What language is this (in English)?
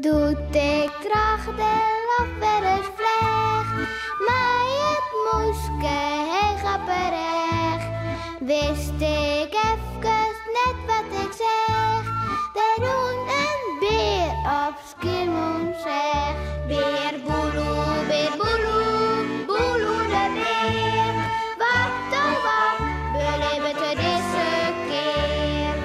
Western Frisian